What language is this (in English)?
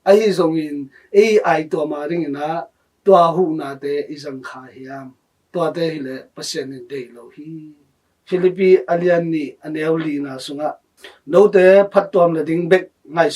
Tedim Chin